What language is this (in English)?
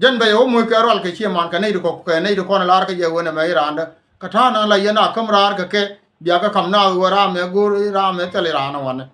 Nuer